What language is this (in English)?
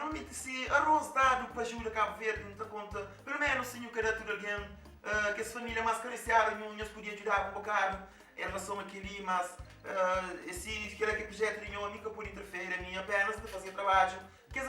Kabuverdianu